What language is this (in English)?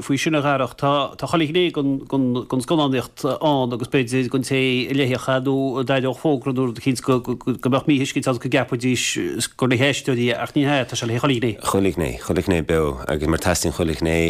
Irish